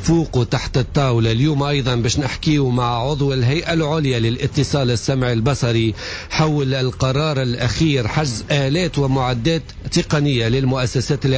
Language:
Tunisian Arabic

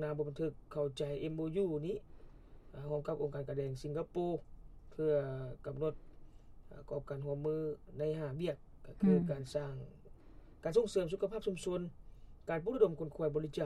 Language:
Lao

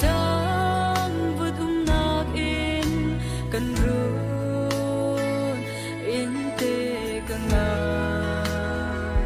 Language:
Hakha Chin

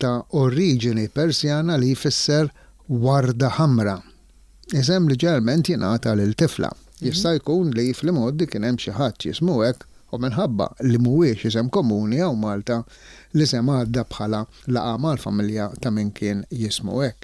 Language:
Maltese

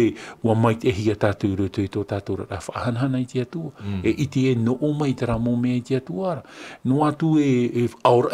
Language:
Tahitian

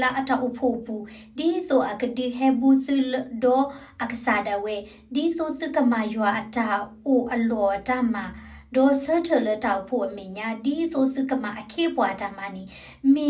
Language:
S'gaw Karen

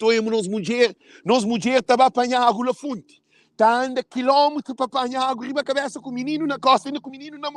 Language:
Kabuverdianu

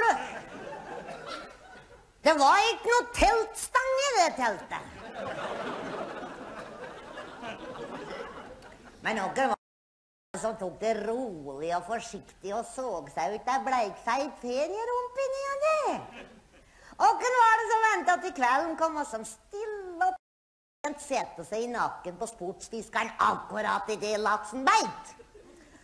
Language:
Norwegian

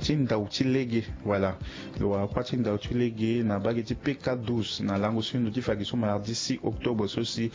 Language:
Sango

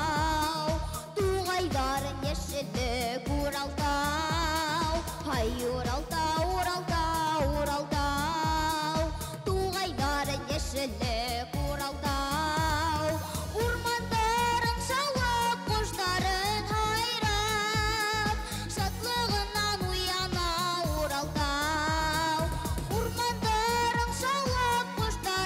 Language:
Bashkir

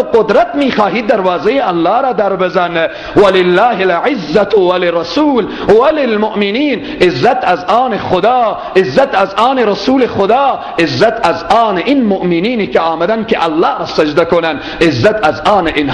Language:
Persian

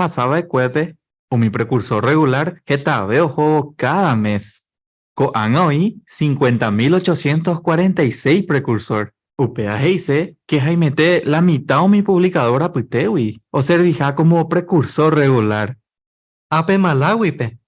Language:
Guarani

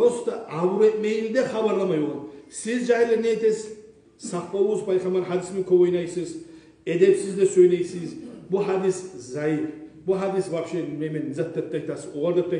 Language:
Kumyk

